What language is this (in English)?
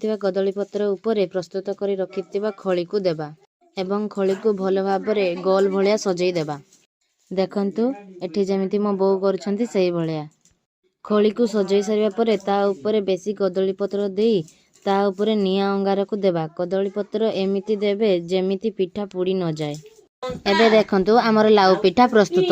Odia